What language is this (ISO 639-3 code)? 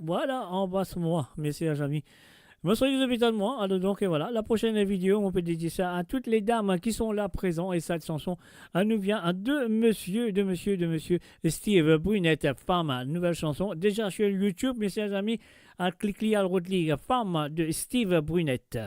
mfe